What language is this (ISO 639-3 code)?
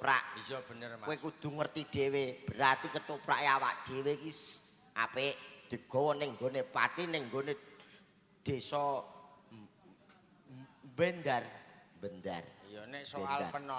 jav